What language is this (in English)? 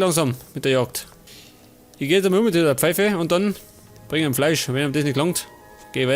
Bavarian